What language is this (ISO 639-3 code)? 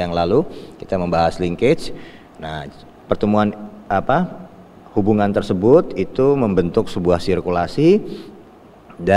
ind